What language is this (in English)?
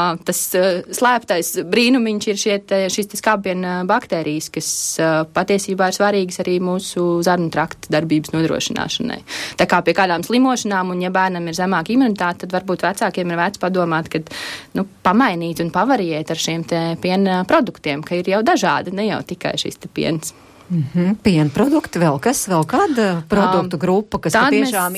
Latvian